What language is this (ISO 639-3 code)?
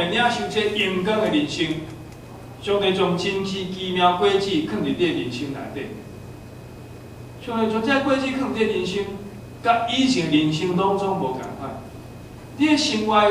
nan